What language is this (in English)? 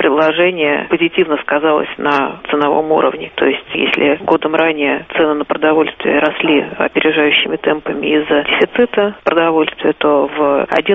Russian